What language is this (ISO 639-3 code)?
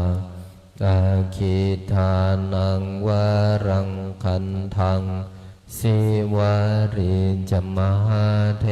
pli